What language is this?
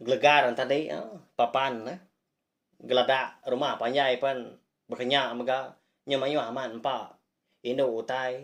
Iban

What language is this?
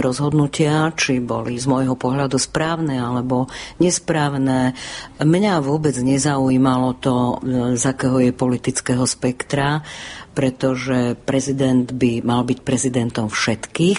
Slovak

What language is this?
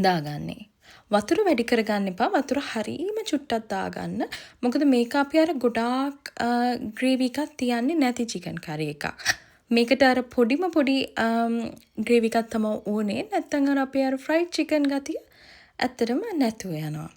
Sinhala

